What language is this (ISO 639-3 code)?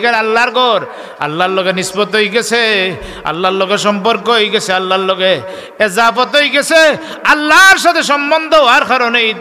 syl